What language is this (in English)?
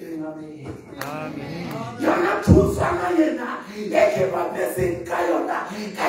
Southern Sotho